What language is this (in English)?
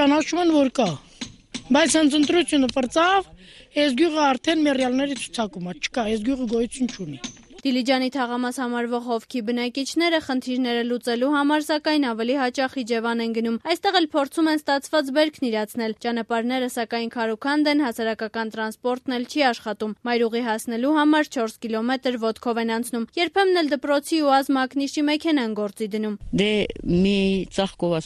Armenian